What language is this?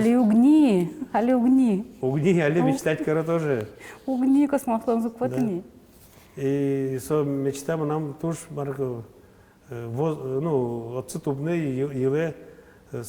Udmurt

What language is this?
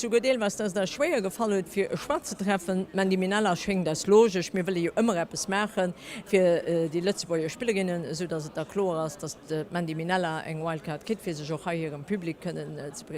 Luxembourgish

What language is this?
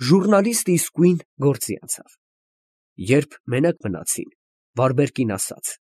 Armenian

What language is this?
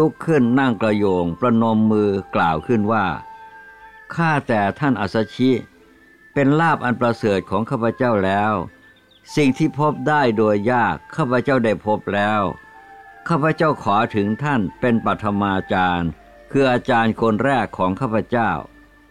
Thai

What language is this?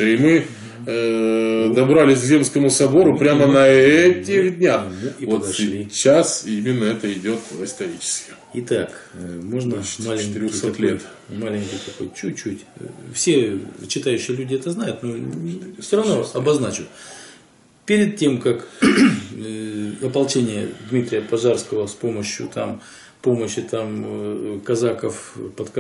Russian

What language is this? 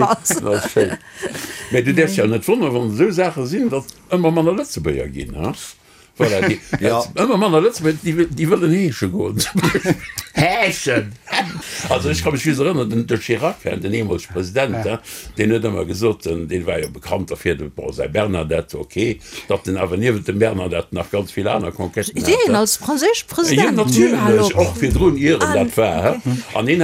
Luxembourgish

